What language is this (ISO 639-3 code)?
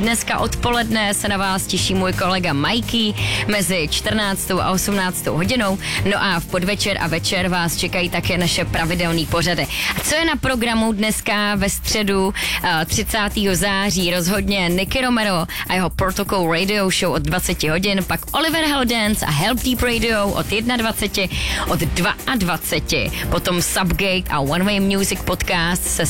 ces